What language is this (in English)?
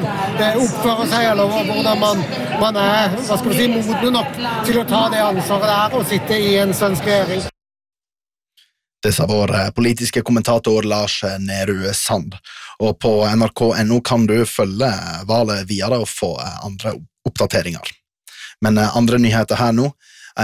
Norwegian